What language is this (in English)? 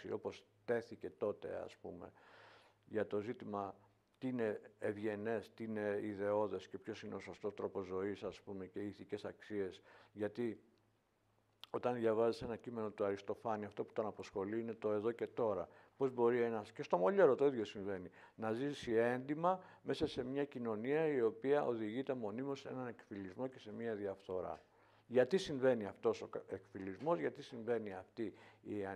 Greek